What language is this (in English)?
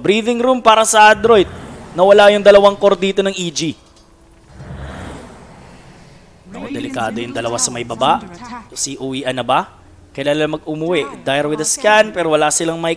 Filipino